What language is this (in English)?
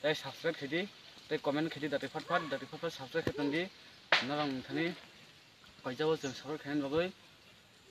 Kok Borok